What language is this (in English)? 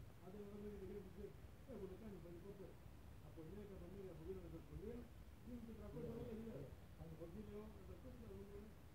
Greek